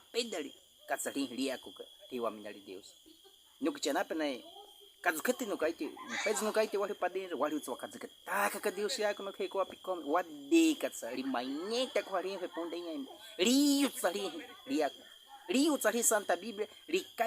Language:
Baniwa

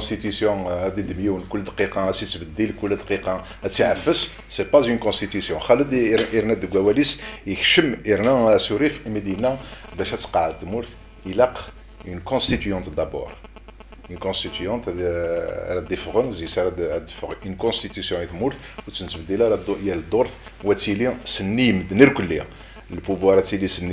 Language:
Kabyle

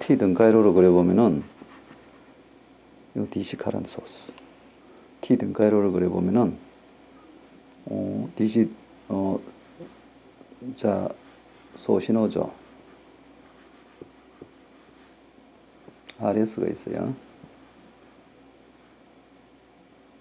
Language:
Korean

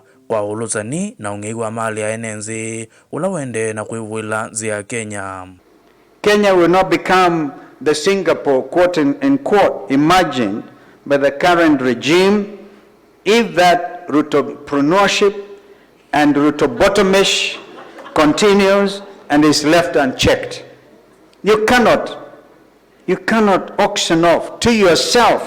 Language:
Kamba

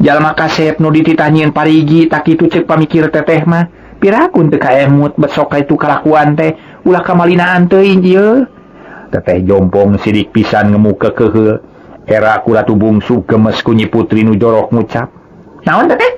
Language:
Sundanese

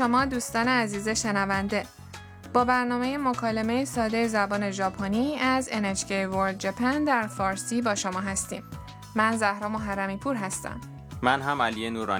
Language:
Persian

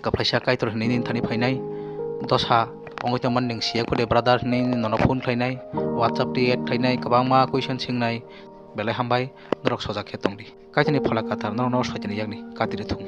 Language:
Kok Borok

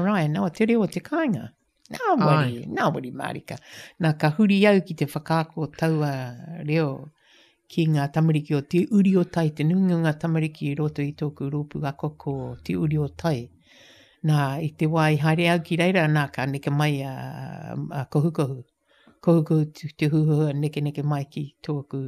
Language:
Māori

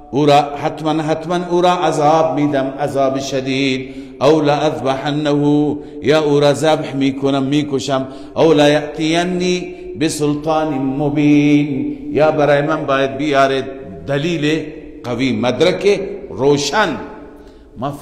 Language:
Persian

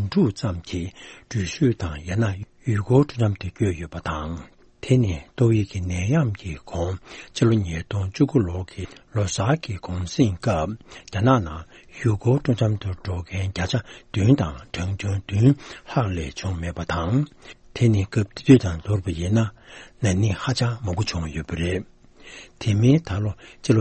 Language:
Tibetan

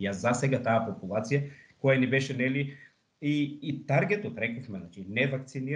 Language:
Macedonian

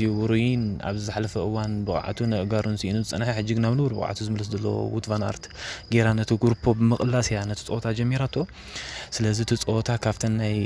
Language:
Tigrinya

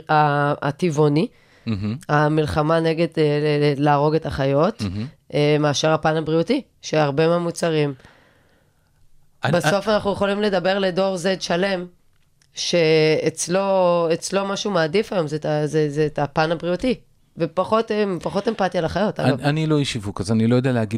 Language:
Hebrew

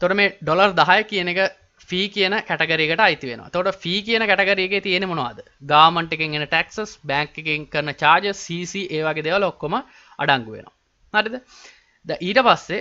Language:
Sinhala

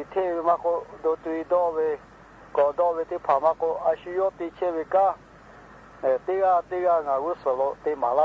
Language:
Lahu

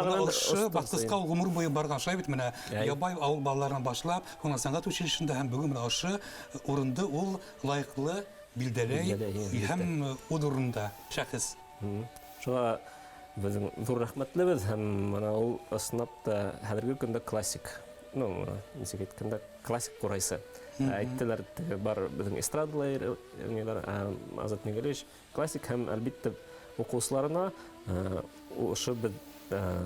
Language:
Bashkir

